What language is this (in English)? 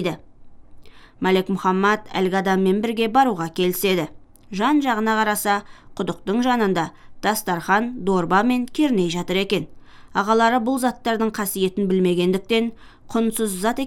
Kazakh